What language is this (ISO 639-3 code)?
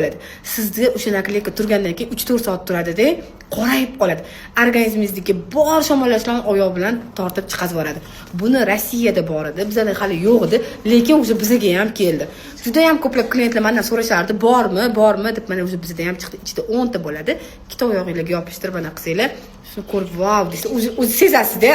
uzb